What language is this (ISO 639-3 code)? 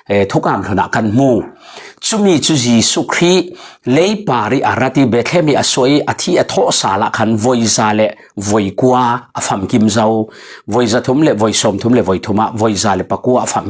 cfm